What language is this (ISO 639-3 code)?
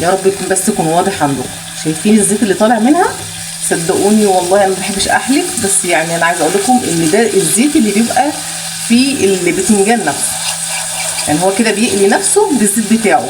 arz